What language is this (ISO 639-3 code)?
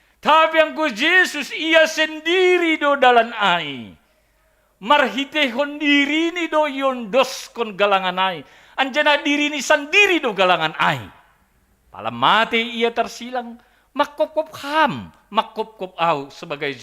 bts